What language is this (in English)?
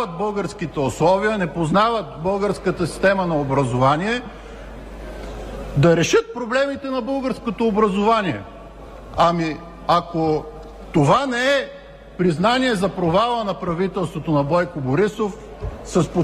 Bulgarian